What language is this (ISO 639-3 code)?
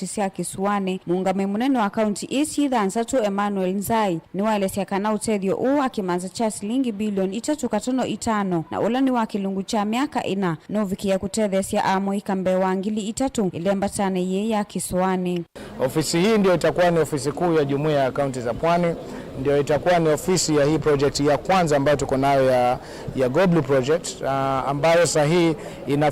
kam